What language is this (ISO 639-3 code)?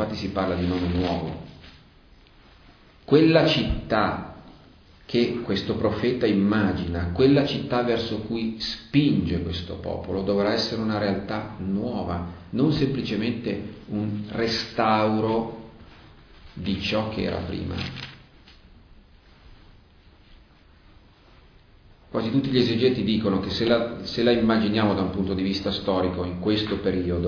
ita